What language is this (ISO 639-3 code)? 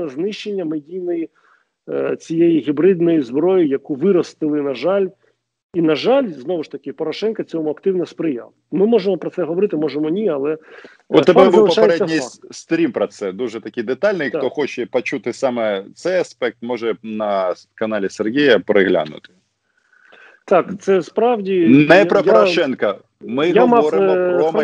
ukr